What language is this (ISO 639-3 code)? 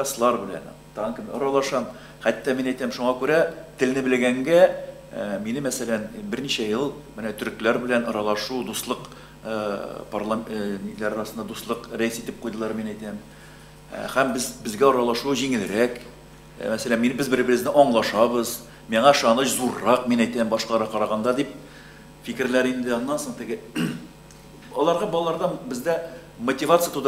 tat